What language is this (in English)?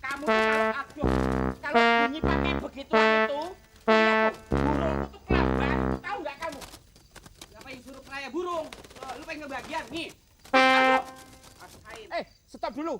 Betawi